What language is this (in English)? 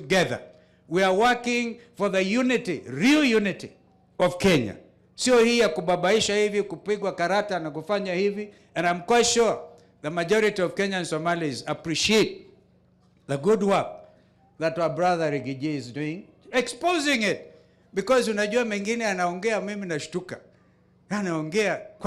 Gusii